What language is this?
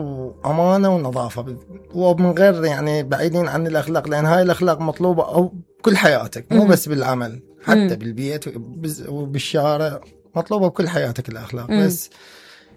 Mesopotamian Arabic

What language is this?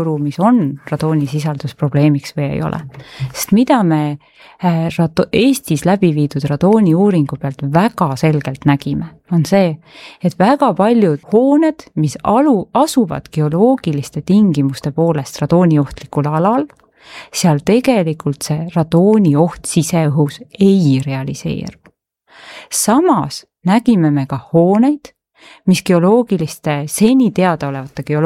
Estonian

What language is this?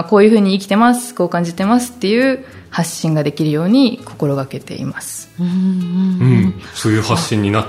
Japanese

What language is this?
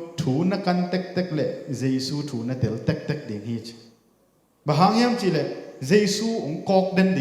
Tedim Chin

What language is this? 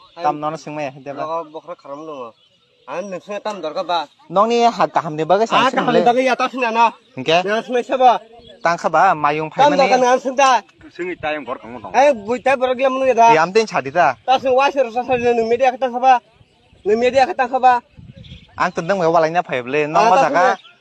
Kok Borok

